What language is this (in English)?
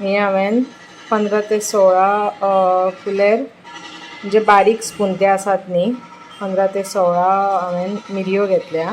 Konkani